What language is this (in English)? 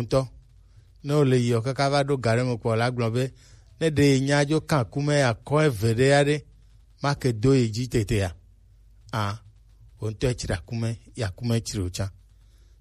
Gen